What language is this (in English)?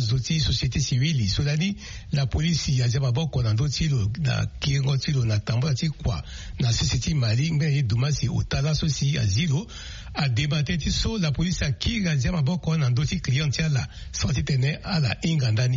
Sango